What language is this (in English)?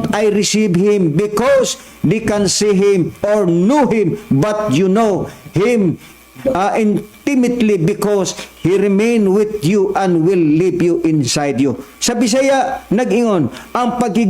Cebuano